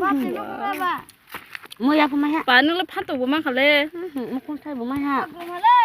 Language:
Kok Borok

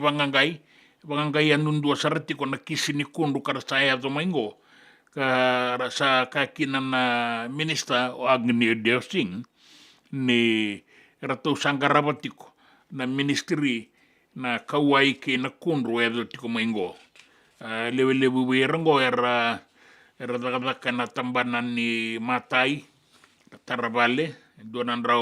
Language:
Fijian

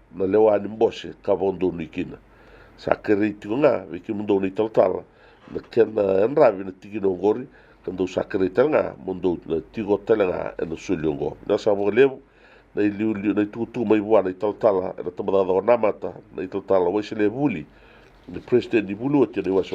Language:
Fijian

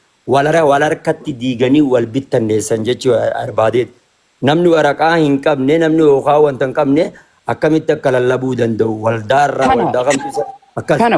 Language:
Oromo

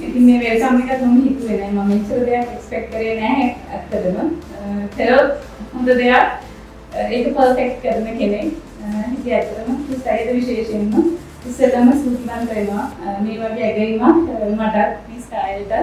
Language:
Sinhala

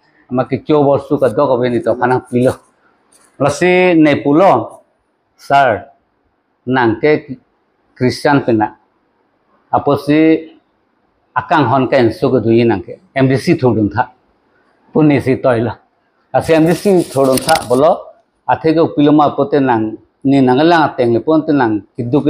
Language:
Karbi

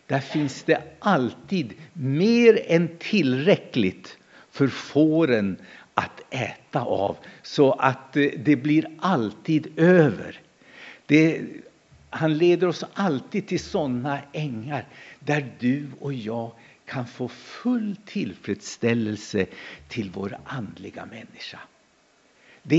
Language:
Swedish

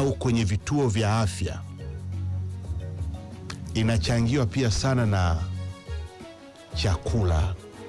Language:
Swahili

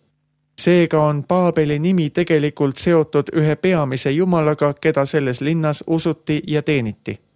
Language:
Estonian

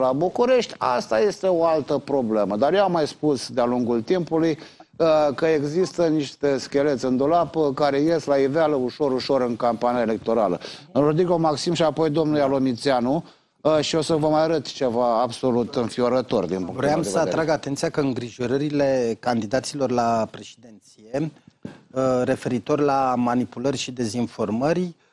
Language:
Romanian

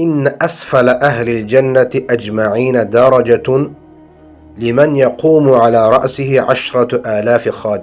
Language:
Persian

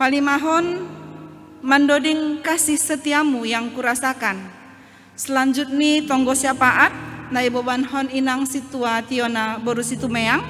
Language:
Batak Simalungun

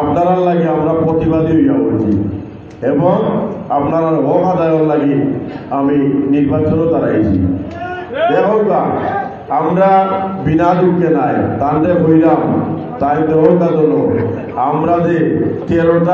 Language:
Sylheti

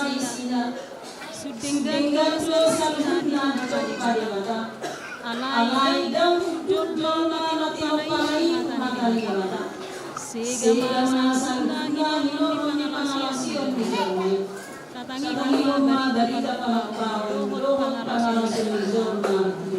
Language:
Batak Toba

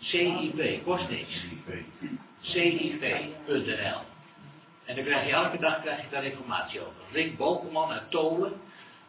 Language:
Dutch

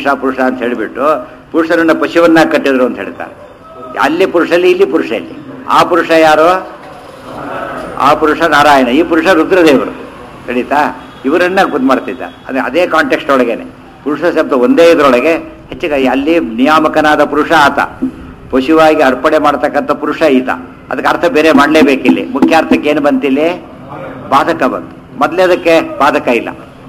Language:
Kannada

